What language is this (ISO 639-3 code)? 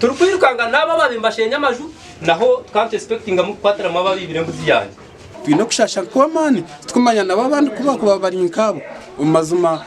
nyn